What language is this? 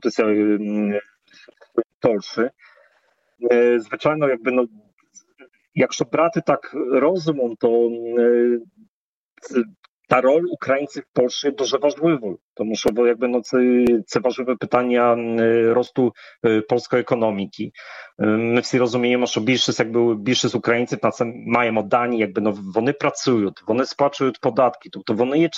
Ukrainian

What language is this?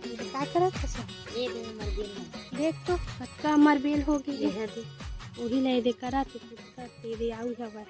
Chhattisgarhi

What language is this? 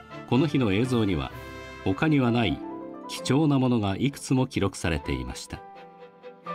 Japanese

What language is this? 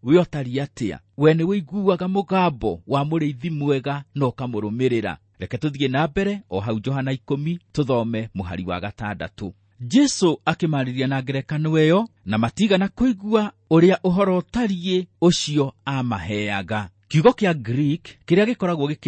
Kikuyu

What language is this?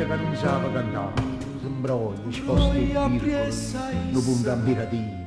Neapolitan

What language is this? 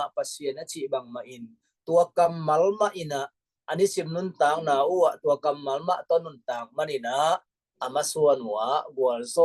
Tedim Chin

